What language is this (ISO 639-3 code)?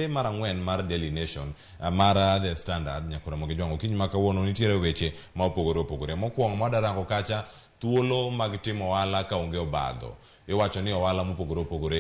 luo